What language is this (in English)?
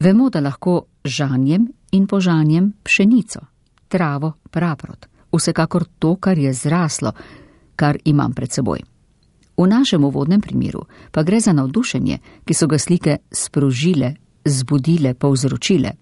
Slovenian